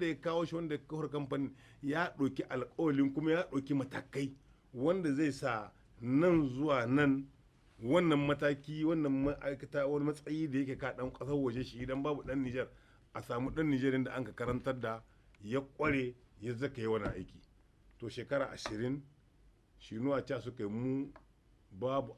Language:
Hausa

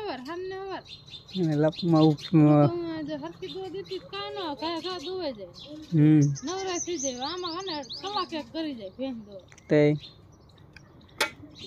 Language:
Gujarati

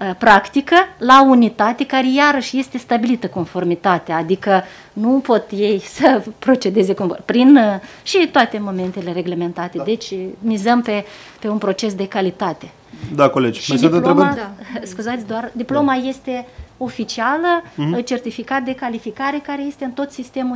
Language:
Romanian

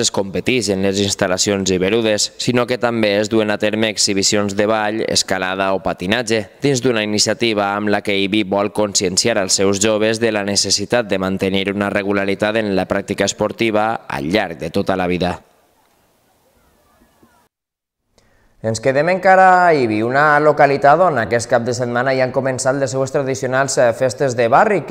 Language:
Catalan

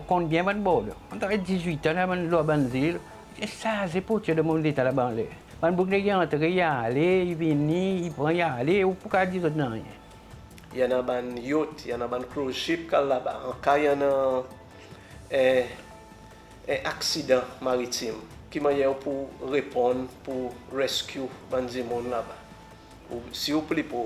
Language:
Seselwa Creole French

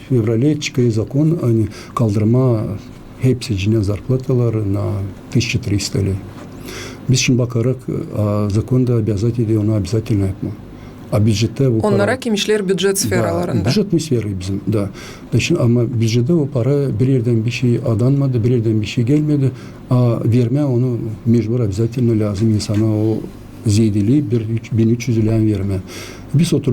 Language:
Gagauz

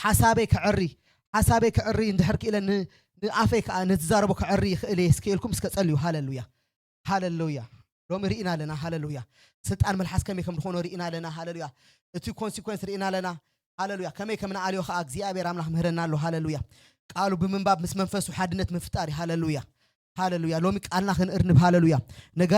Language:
Tigrinya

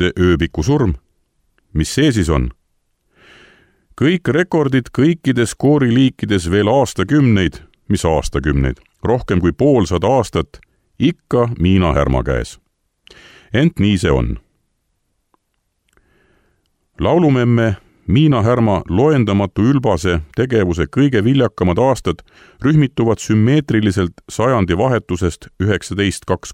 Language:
Estonian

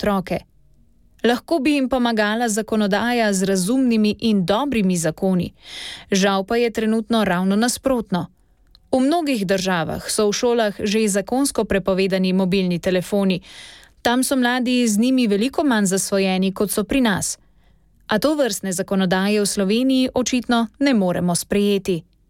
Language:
Slovenian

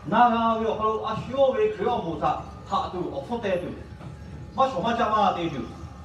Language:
Lahu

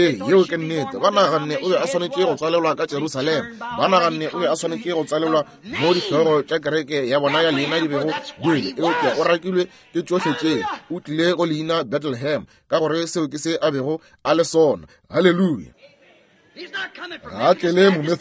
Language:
Northern Sotho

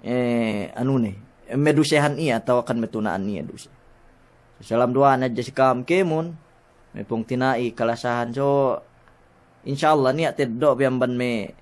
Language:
Yakan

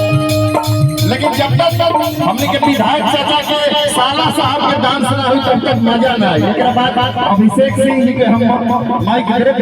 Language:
Magahi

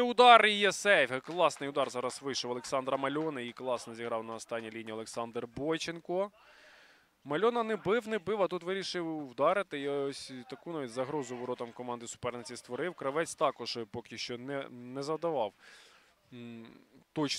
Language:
Ukrainian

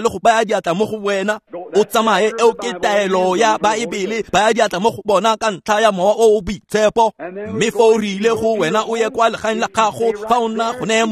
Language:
Tswana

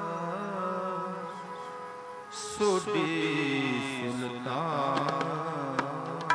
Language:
Punjabi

